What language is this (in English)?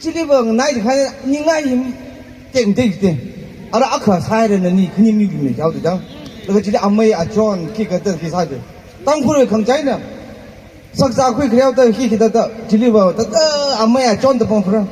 Tangkhul Naga (India)